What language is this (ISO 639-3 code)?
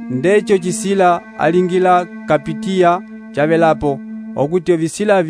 umb